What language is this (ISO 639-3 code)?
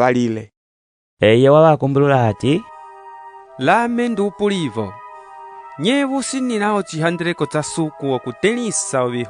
umb